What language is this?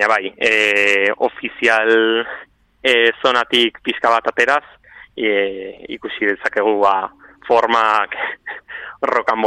Basque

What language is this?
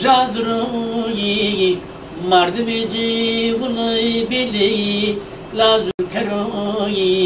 Zaza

